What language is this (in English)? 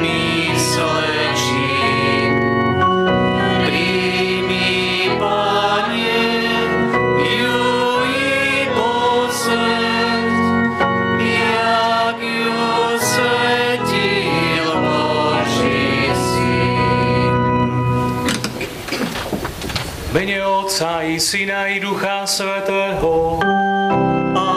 Slovak